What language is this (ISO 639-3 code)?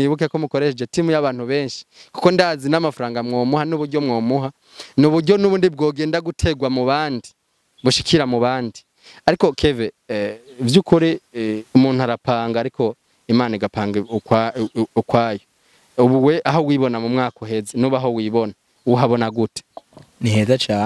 run